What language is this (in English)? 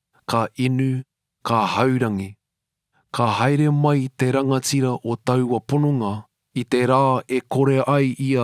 Māori